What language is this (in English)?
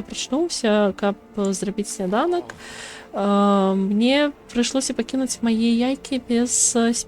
Belarusian